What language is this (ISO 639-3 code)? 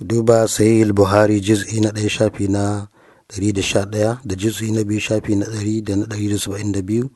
hau